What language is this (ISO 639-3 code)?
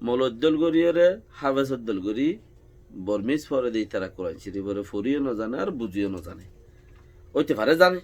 rhg